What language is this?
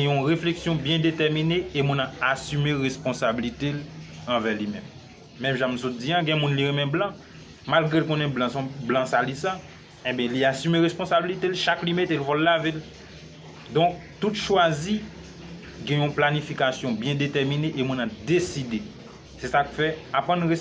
Haitian Creole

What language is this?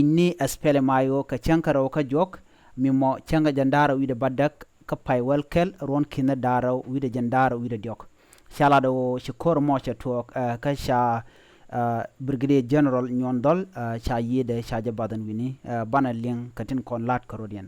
Nuer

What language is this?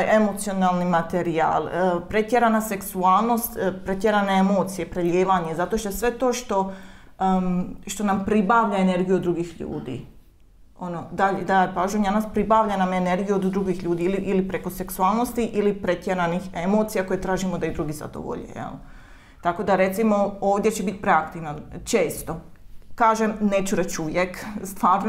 Croatian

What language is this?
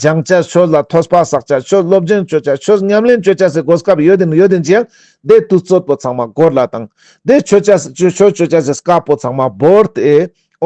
Ladakhi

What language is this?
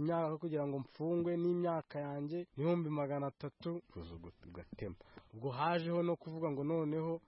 Kinyarwanda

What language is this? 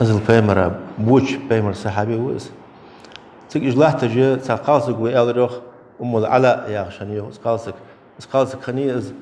Ingush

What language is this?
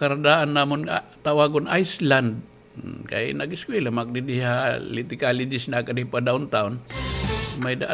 Waray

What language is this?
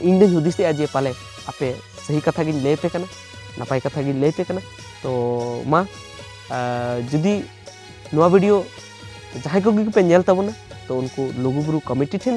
Santali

